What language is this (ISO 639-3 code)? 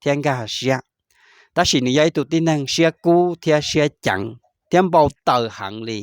hmn